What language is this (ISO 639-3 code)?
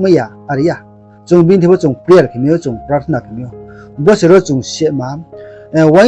ria